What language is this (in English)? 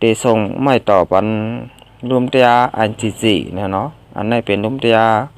Shan